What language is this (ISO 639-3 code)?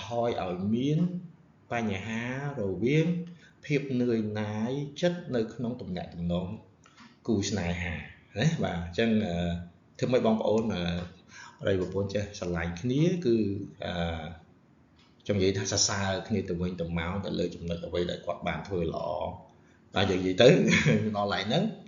khm